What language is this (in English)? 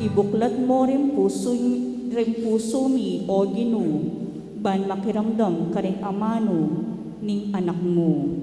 Pampanga